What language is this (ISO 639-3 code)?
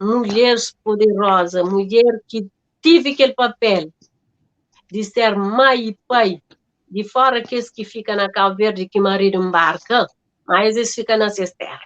kea